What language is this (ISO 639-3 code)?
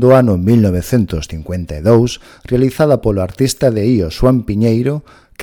glg